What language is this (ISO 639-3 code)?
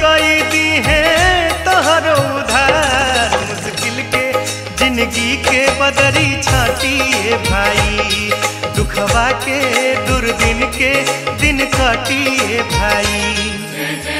bho